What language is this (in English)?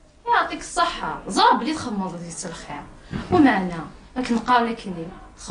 Kabyle